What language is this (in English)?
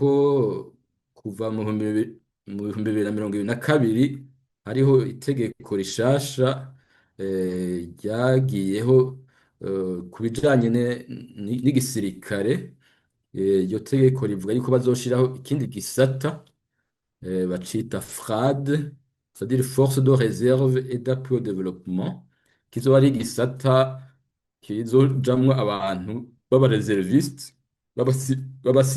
Rundi